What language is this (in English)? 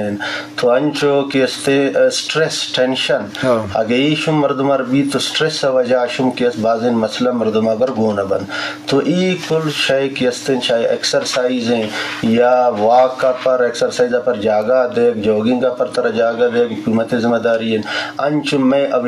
Eastern Balochi